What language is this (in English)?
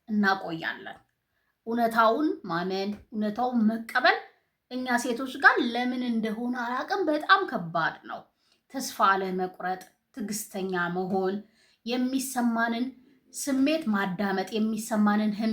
Amharic